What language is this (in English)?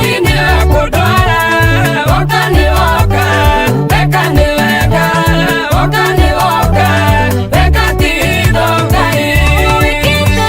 Kikuyu